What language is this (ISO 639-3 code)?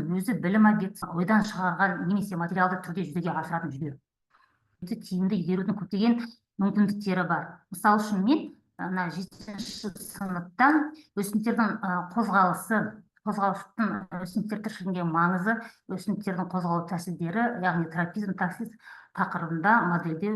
kaz